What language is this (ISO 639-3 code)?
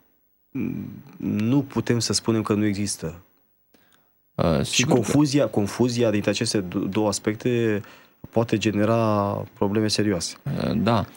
ron